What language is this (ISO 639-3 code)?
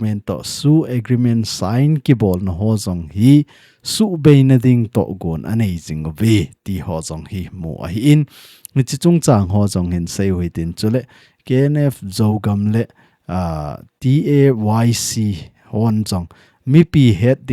tcz